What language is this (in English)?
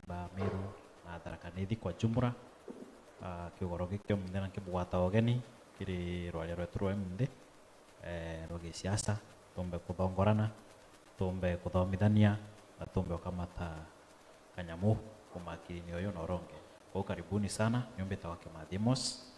Meru